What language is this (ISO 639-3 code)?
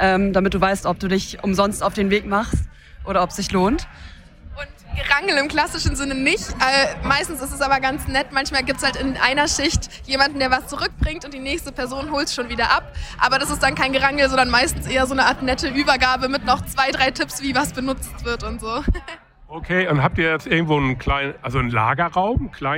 deu